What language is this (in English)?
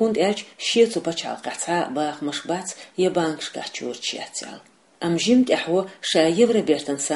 Chechen